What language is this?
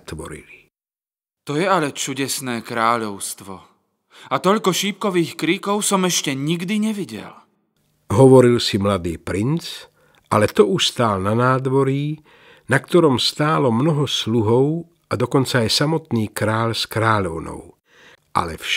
Slovak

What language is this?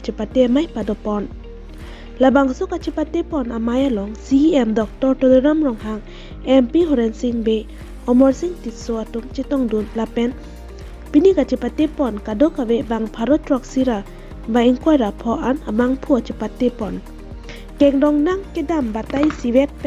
Karbi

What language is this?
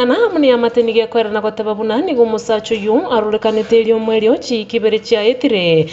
Gusii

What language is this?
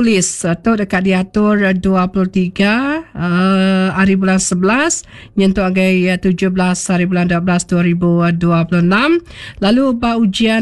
Iban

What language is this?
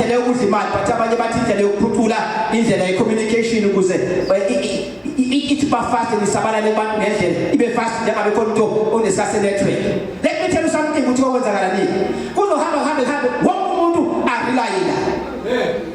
Zulu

